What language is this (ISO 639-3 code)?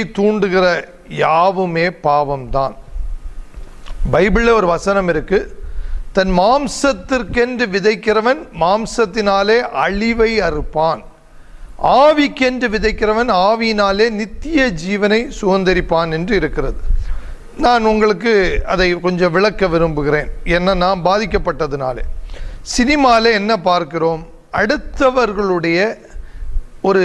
tam